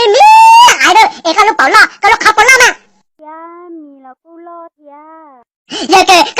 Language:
Hmong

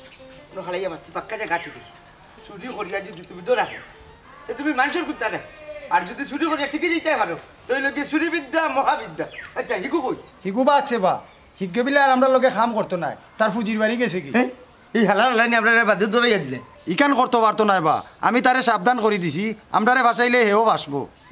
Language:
Sylheti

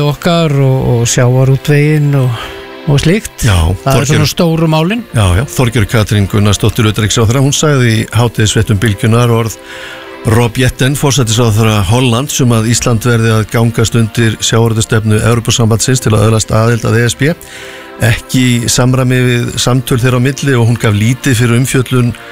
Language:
Icelandic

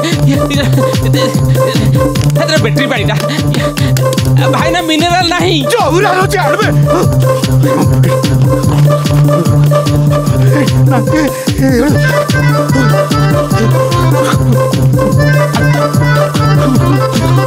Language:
Odia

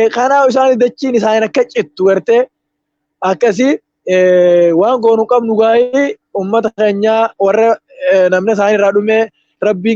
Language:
Oromo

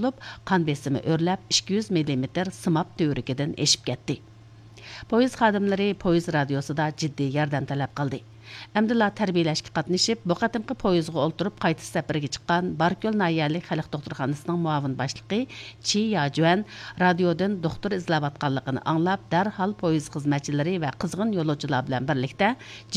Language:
Uyghur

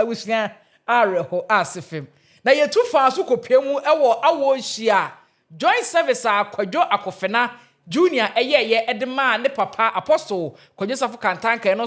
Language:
Akan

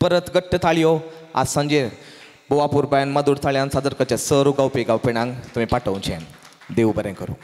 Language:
Konkani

